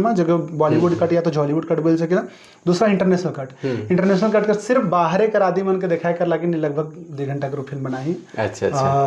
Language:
Sadri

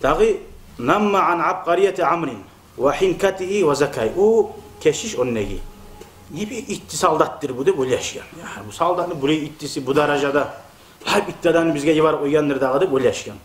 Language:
Kumyk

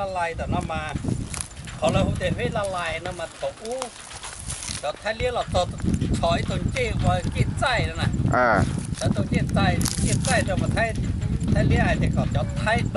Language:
Hmong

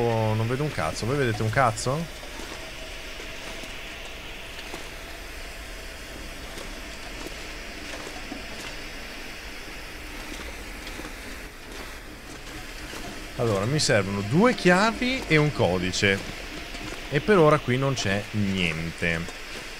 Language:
Italian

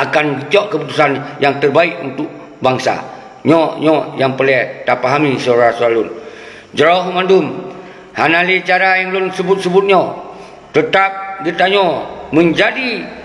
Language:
Achinese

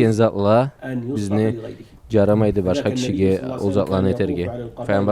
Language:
Karachay-Balkar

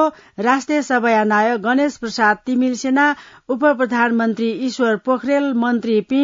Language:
Newari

